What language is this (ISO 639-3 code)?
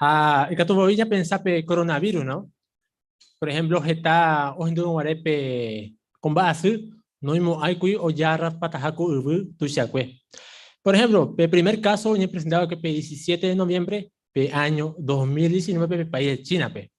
grn